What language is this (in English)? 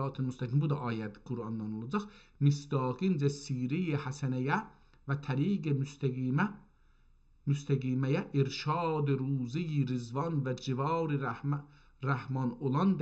South Azerbaijani